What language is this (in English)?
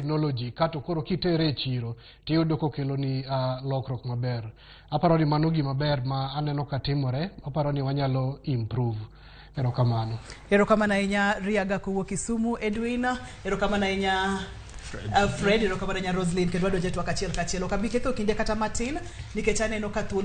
Luo (Kenya and Tanzania)